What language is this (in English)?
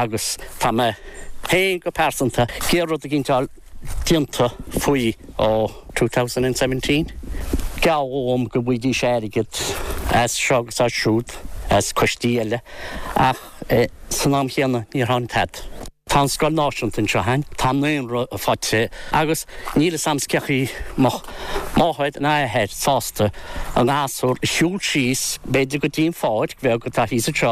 Irish